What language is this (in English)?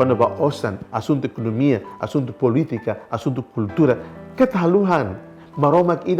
Tetum